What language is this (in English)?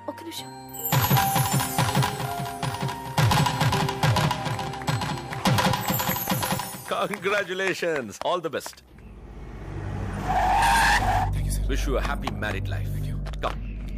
Telugu